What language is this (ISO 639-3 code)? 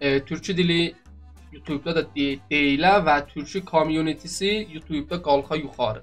azb